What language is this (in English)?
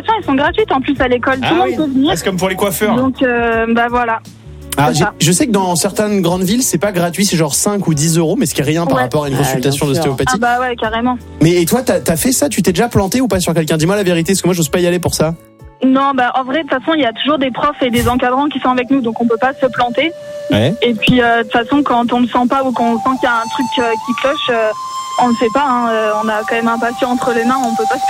French